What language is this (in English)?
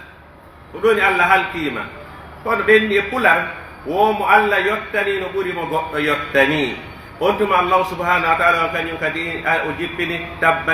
Pular